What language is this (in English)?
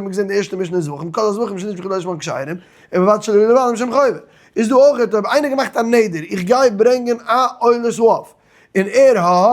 Yiddish